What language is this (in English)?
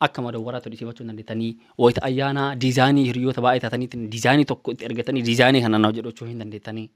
Oromo